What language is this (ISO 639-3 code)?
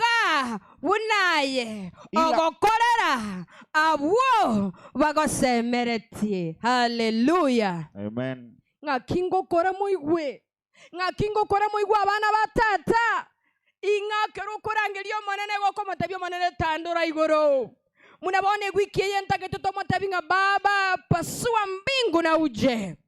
guz